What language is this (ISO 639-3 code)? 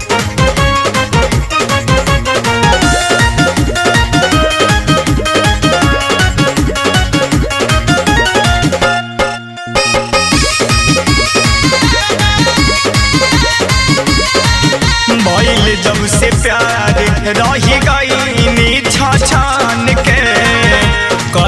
bho